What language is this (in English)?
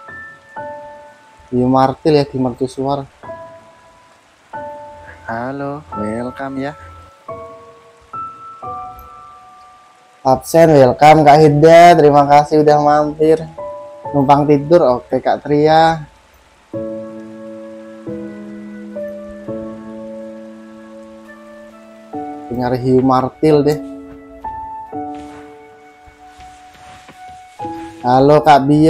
Indonesian